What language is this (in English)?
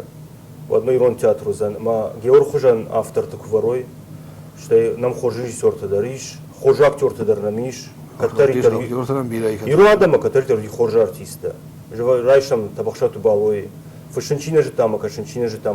Ossetic